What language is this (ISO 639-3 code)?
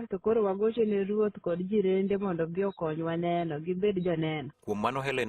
luo